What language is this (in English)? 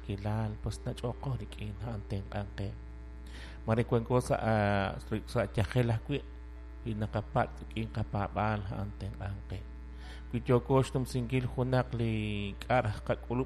Kekchí